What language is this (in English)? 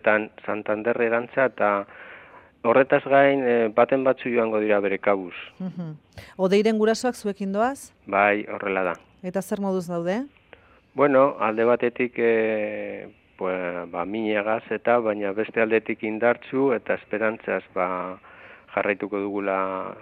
Basque